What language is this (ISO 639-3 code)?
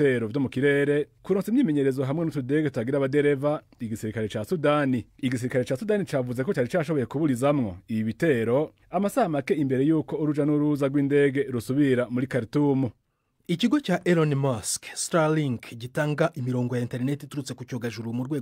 run